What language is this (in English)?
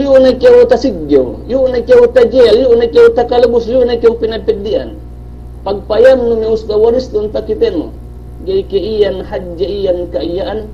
Yakan